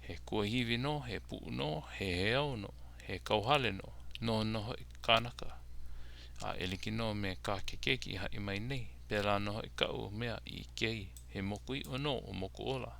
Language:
Hawaiian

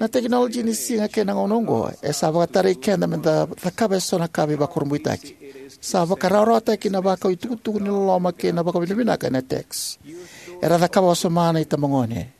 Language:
Fijian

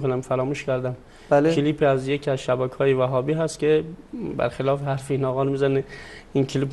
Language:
Persian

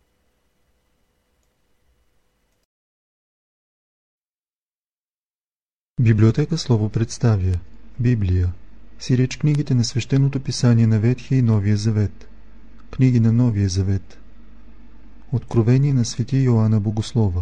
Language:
Bulgarian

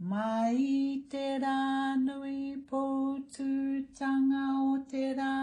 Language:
Māori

